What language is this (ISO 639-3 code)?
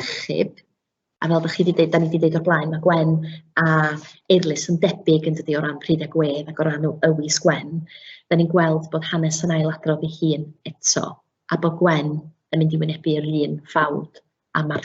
cym